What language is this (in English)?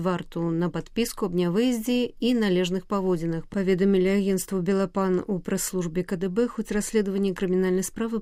Belarusian